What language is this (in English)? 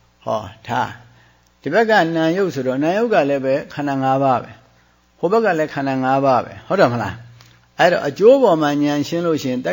Burmese